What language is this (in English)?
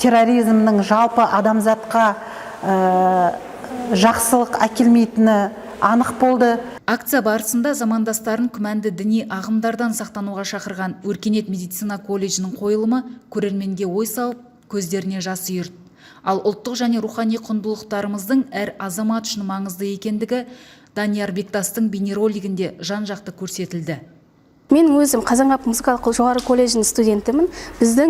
Kazakh